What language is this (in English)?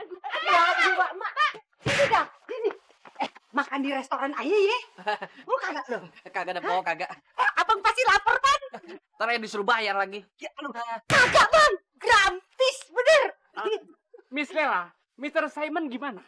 Betawi